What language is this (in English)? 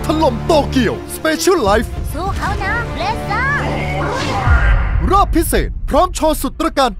Thai